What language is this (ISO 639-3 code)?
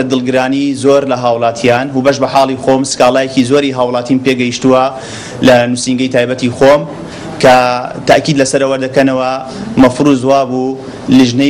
ckb